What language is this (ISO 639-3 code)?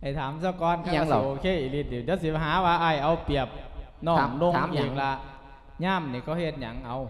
lao